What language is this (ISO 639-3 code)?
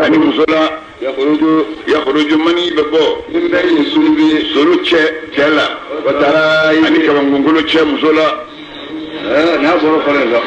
bam